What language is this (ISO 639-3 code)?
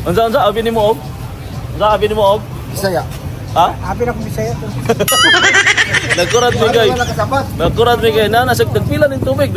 ceb